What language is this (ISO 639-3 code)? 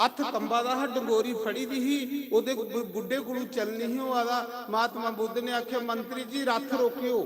doi